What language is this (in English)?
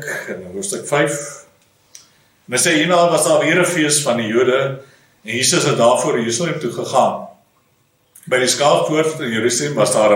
Afrikaans